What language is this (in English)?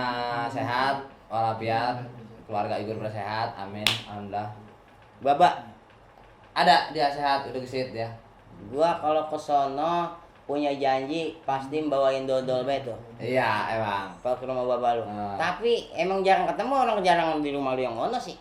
Betawi